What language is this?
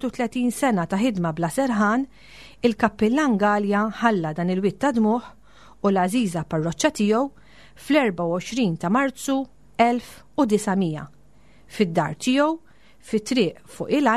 Maltese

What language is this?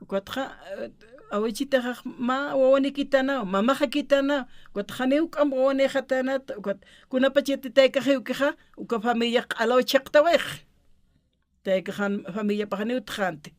Aymara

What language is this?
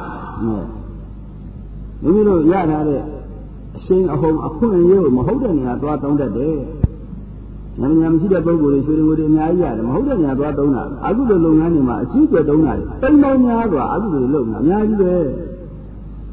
Burmese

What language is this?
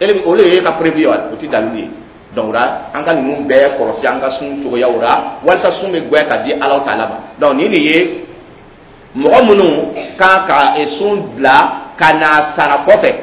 Dyula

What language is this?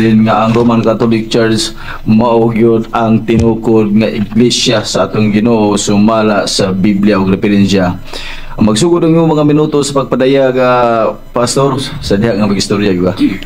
Cebuano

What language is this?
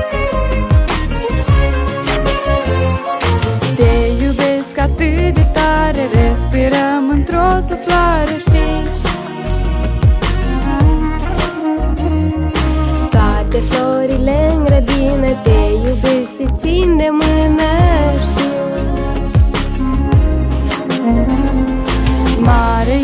Romanian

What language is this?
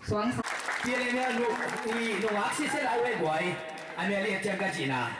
Tedim Chin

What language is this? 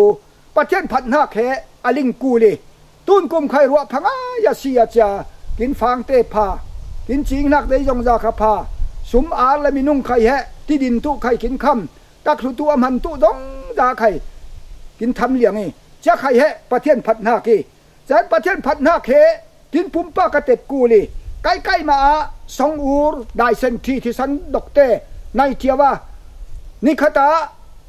Falam Chin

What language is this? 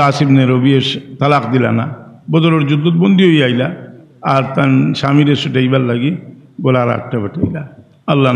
Sylheti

